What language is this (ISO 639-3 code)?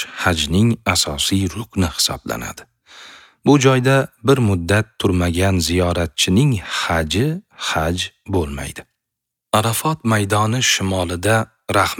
uzb